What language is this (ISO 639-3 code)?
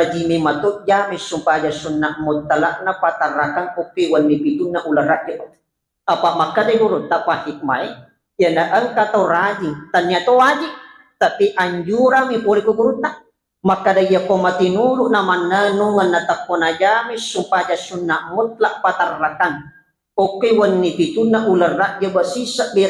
bug